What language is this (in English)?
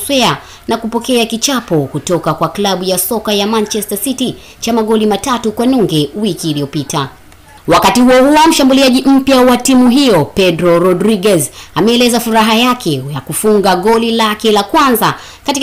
Swahili